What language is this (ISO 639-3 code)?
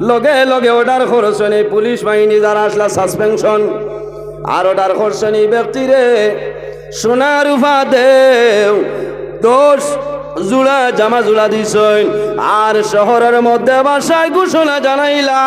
syl